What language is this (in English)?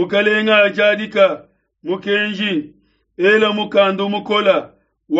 Luba-Lulua